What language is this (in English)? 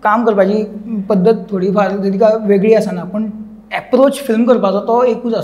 Konkani